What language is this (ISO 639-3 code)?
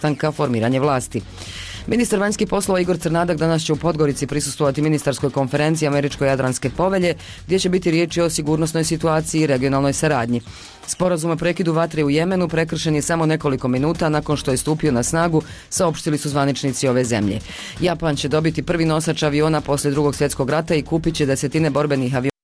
bos